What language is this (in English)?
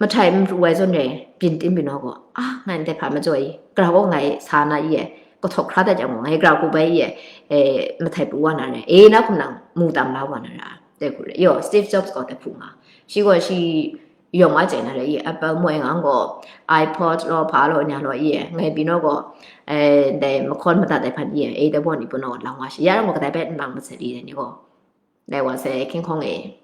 Kachin